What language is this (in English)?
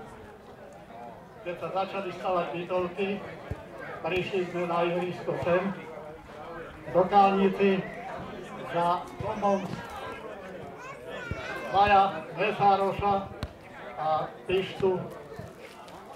Slovak